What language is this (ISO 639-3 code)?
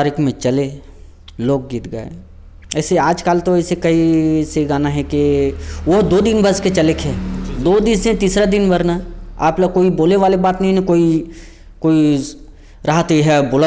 hne